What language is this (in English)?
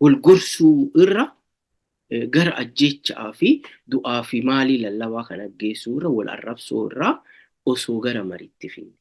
Oromo